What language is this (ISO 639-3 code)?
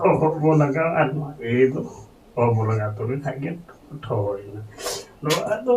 sat